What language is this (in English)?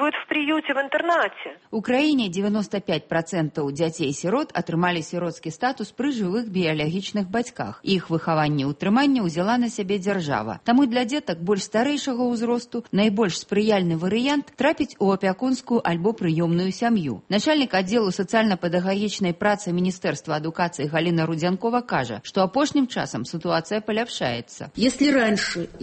Belarusian